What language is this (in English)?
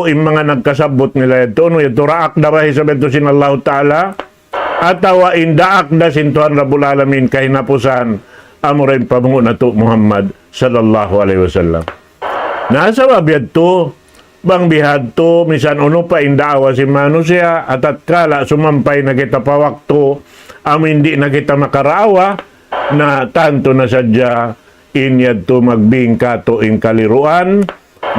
Tausug